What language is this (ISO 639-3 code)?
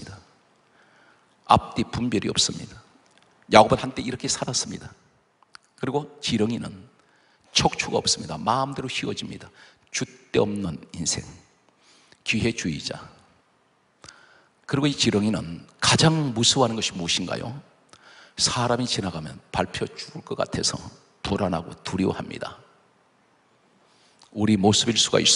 kor